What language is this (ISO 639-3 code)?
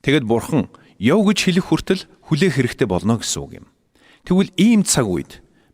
mon